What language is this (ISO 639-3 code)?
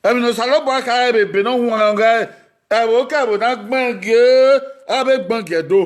bin